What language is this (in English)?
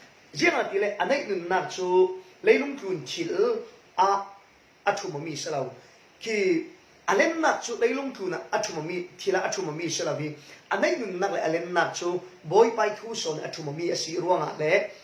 Falam Chin